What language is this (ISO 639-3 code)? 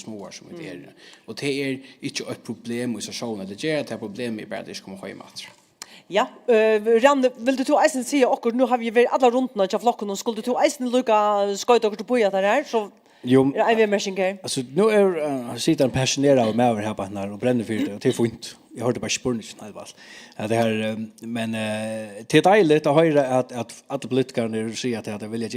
fao